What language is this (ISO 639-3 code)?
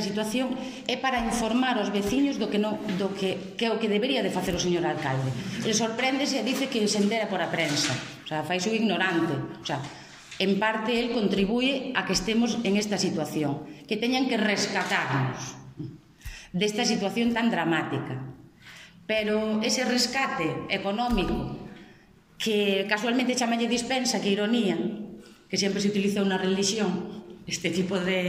glg